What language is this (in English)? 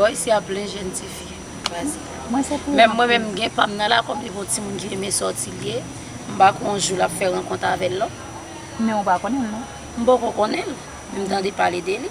Haitian Creole